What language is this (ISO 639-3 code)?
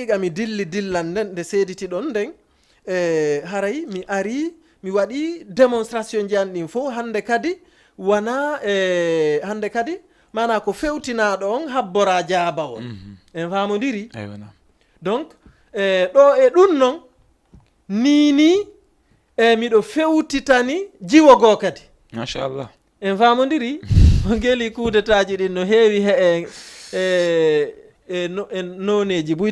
ful